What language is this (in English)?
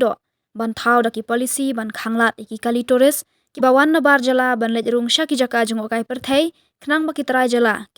Khasi